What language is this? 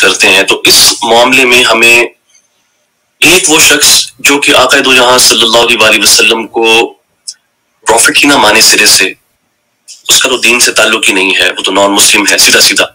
Urdu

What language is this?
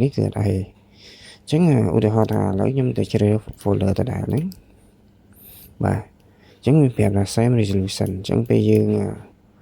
Khmer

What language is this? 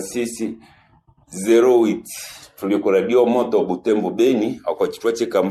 Nande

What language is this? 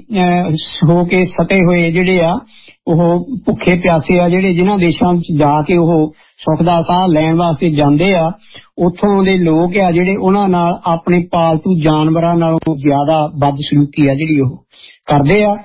Punjabi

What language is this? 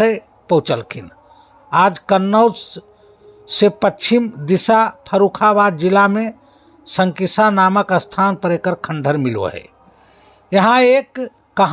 Magahi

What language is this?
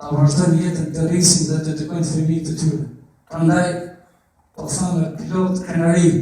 Albanian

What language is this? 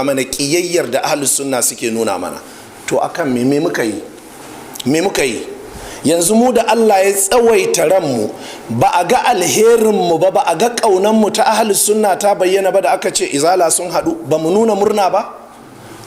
Hausa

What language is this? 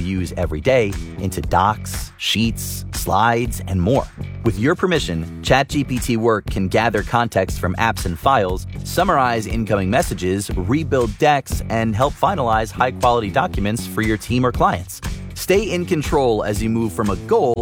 English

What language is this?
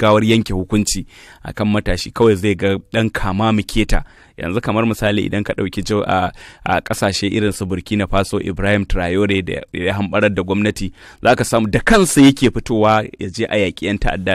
Hausa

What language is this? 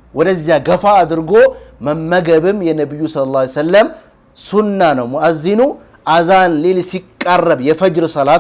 Amharic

